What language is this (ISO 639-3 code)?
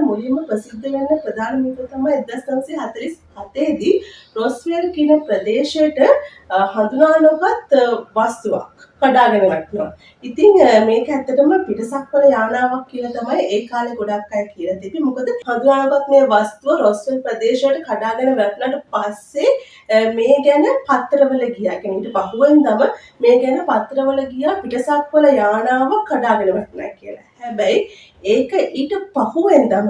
sin